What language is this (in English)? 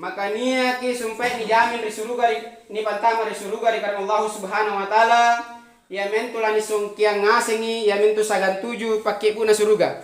Makasar